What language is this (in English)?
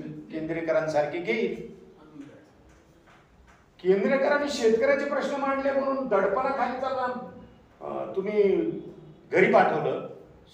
Marathi